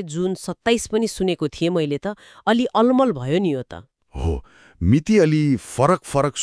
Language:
Nepali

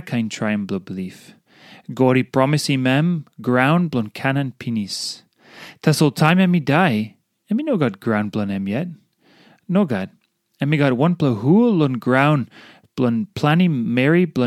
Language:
Tok Pisin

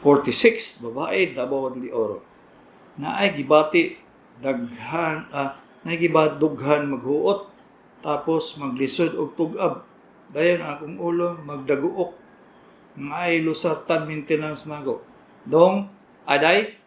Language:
Cebuano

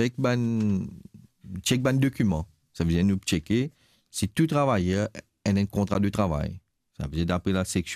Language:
Morisyen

